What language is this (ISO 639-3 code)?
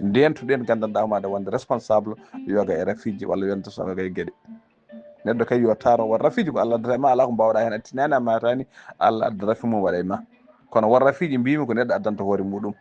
ful